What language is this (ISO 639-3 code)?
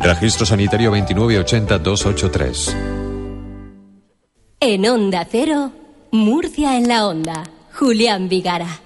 spa